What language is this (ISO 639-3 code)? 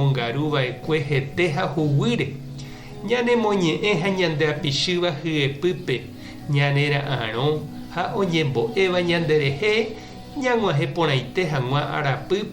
grn